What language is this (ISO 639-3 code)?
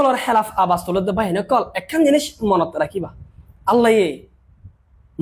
rhg